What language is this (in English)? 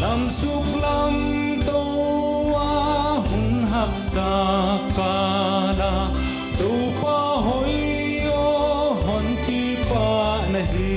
Paite Chin